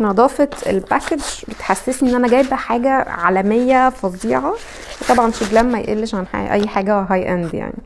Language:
Egyptian Arabic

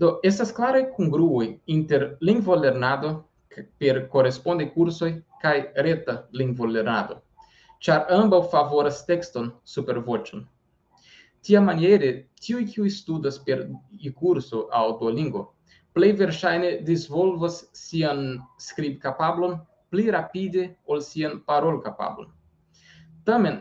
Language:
Esperanto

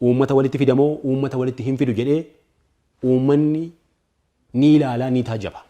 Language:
Oromo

